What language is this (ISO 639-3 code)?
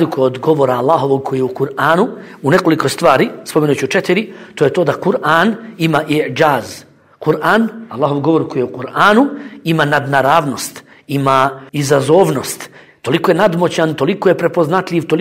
bos